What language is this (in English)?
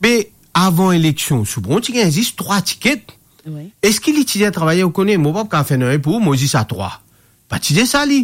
Morisyen